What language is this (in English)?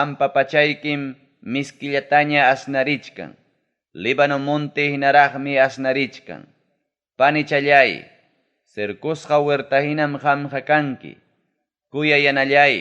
Ayacucho Quechua